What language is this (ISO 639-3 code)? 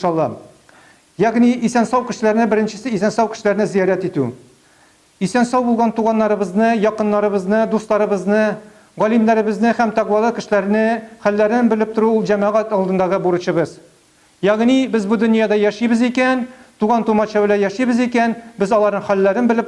tat